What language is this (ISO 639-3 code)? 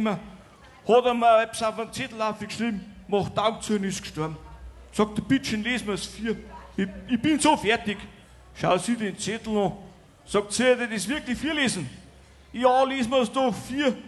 bar